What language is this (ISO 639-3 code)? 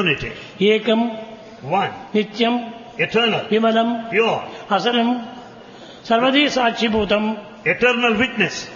tel